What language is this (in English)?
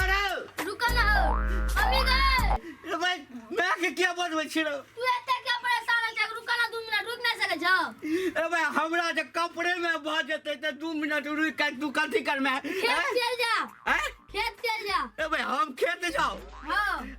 Maithili